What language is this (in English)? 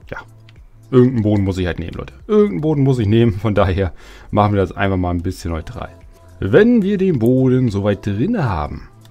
German